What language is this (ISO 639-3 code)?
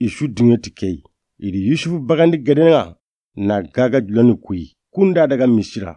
snk